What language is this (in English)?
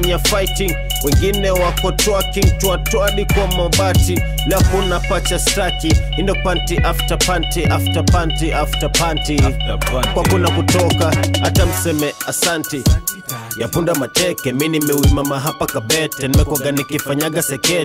Swahili